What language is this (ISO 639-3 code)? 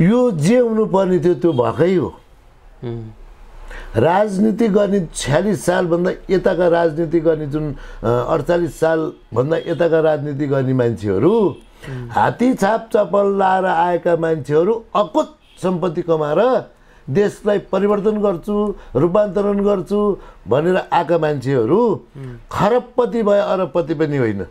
nep